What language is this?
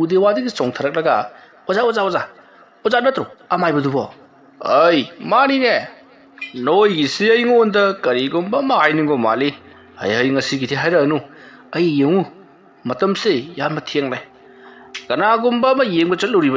Manipuri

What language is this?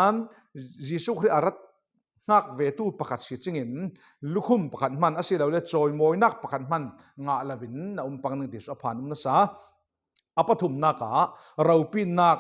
Falam Chin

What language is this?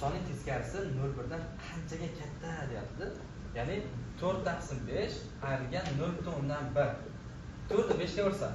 Uzbek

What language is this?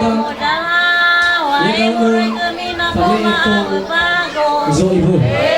Nias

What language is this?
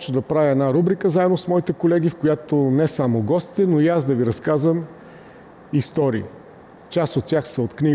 Bulgarian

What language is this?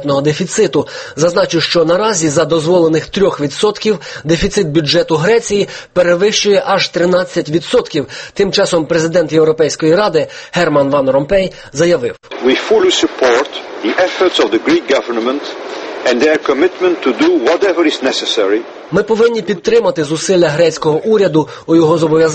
Ukrainian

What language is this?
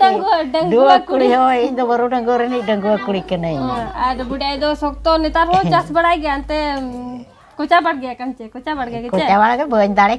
Santali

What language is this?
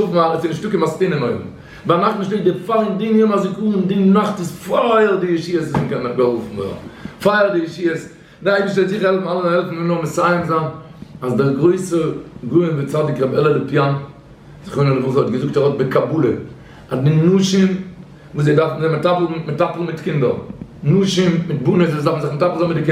Yiddish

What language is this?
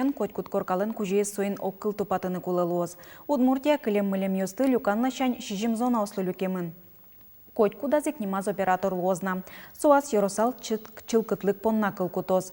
Udmurt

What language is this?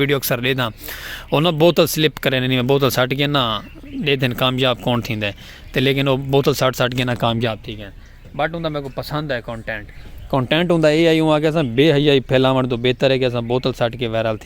Saraiki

